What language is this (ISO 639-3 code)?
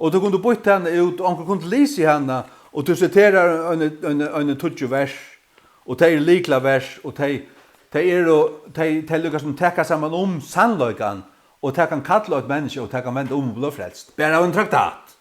fao